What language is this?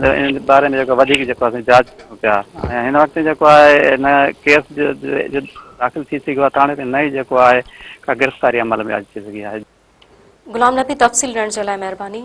Sindhi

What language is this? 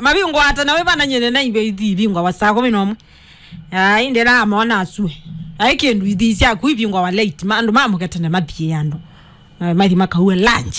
Kamba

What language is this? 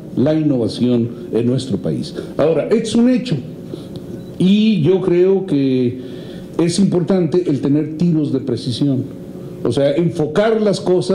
Spanish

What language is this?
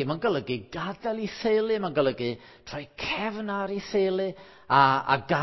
Welsh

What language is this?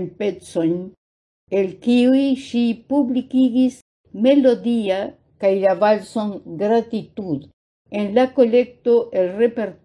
Esperanto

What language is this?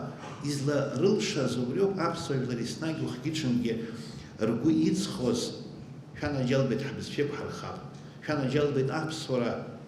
Abkhazian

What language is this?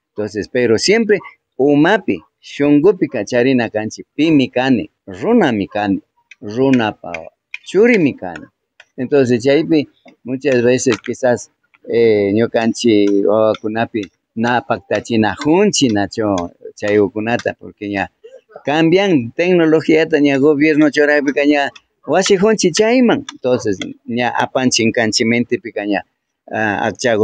Imbabura Highland Quichua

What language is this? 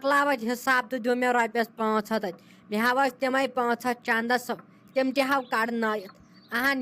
Kashmiri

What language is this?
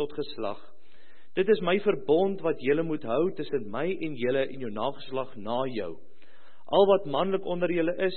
Afrikaans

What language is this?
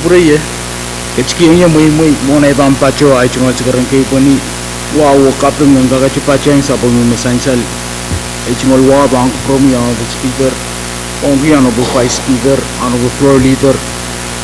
Pohnpeian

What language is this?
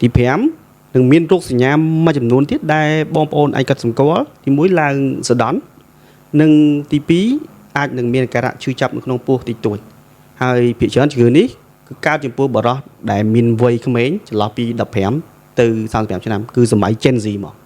Khmer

